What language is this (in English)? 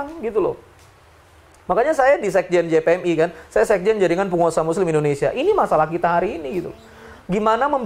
Indonesian